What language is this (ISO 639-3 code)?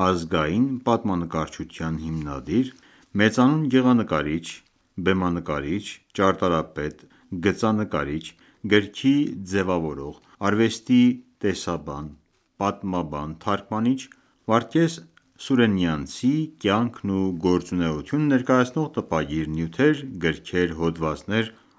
hye